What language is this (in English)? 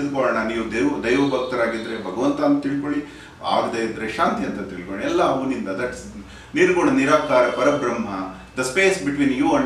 Kannada